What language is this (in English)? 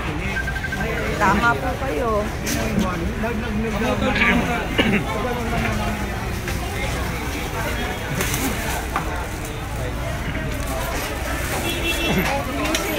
Filipino